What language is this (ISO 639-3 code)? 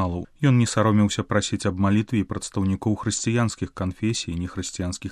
bel